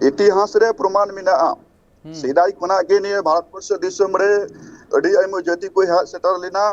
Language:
Santali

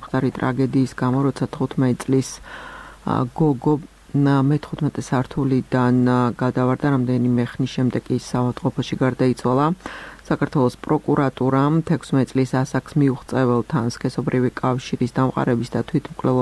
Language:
Georgian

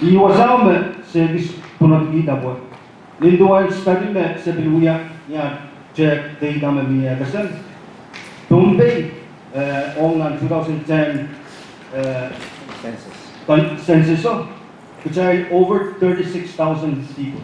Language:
Pohnpeian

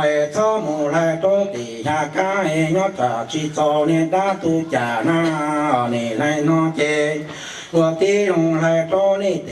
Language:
Hmong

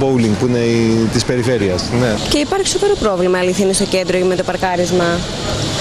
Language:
Greek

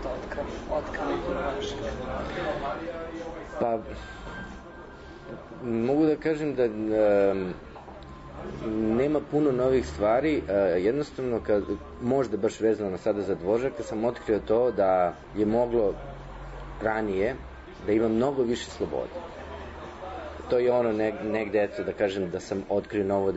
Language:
Serbian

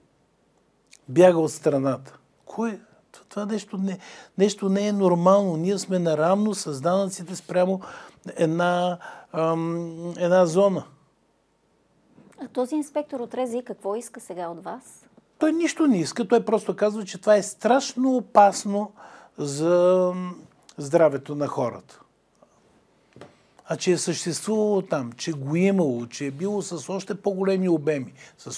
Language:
Bulgarian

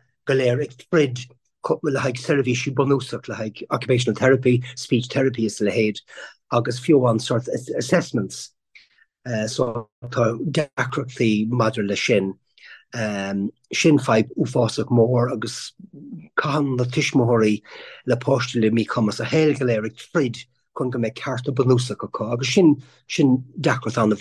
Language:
Irish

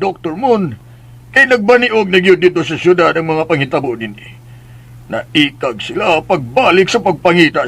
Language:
Cebuano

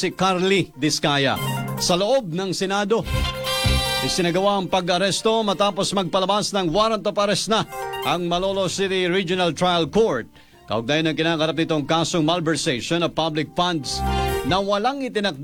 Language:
Filipino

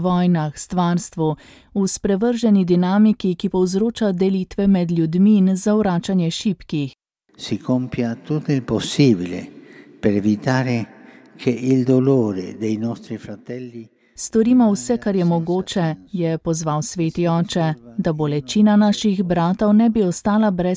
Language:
Slovenian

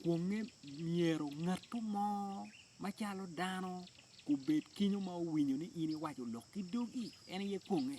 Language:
Acoli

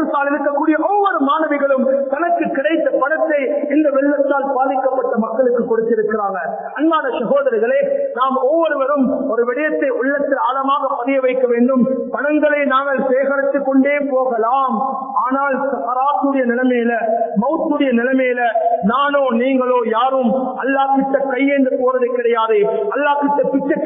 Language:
Tamil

